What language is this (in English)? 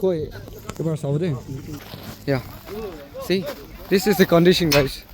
Naga Pidgin